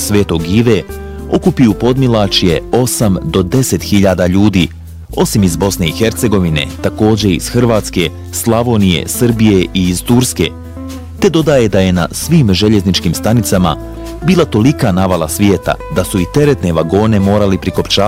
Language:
Bosnian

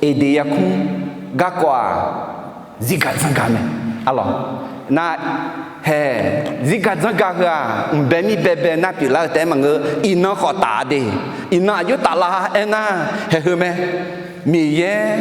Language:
Akha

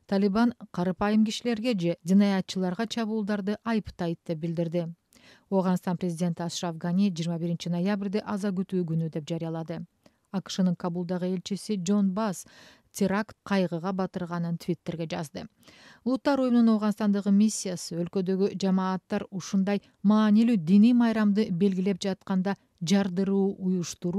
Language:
Kyrgyz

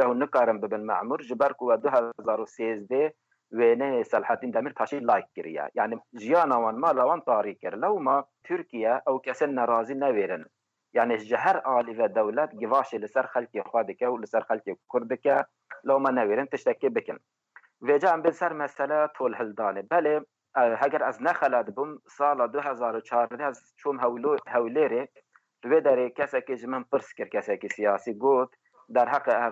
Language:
Kurdish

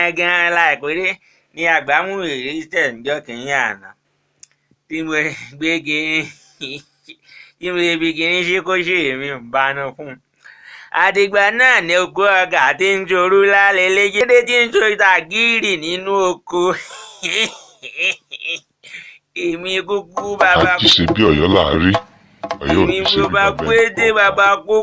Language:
Yoruba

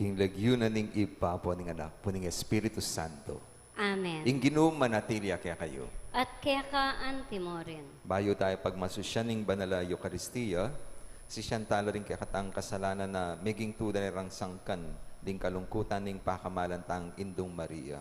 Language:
Pampanga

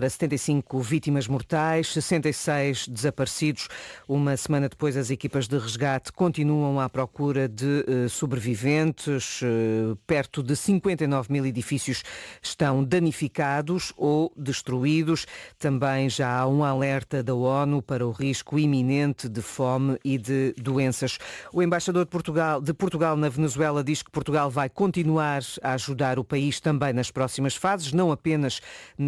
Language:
Portuguese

